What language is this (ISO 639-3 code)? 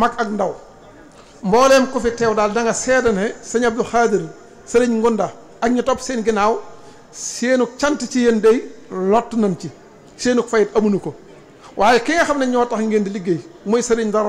wol